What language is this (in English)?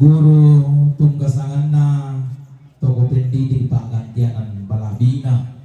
Toraja-Sa'dan